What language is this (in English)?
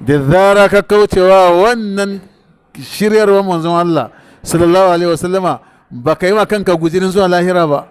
Hausa